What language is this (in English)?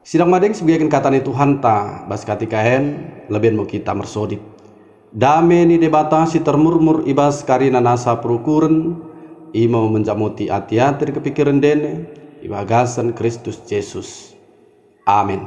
Batak Dairi